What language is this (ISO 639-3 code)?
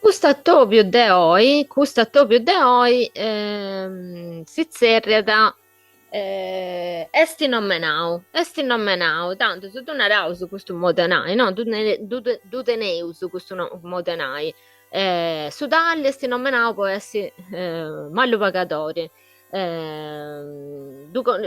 srd